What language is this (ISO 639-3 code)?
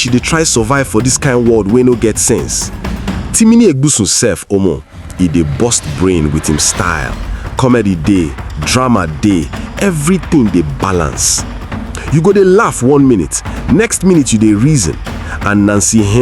pcm